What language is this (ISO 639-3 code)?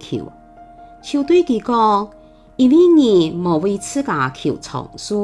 hak